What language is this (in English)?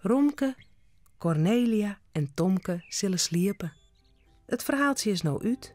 Western Frisian